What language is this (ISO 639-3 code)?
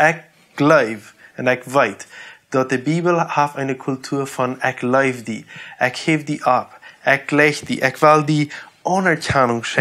pdt